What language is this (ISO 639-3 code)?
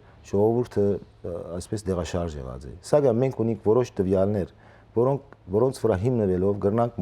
hyw